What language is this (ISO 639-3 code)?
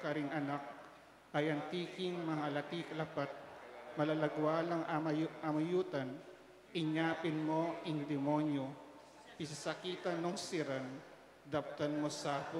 pam